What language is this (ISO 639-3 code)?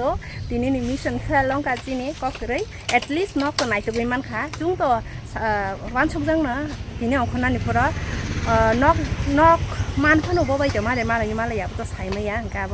trp